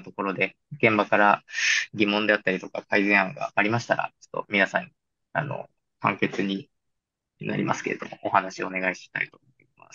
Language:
Japanese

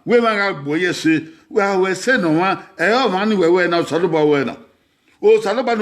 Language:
Bini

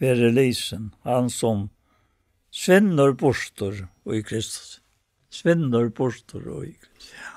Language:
Faroese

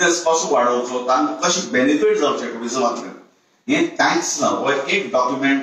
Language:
Konkani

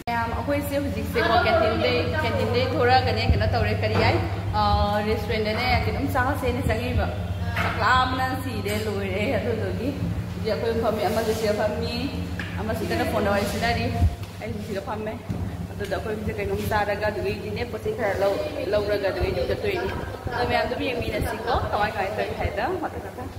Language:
Manipuri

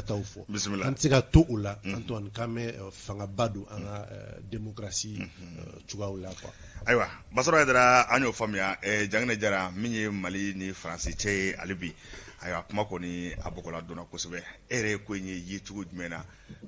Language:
Bambara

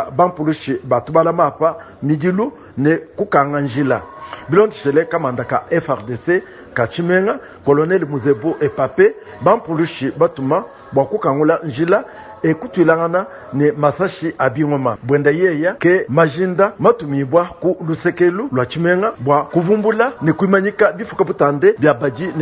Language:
Luba-Lulua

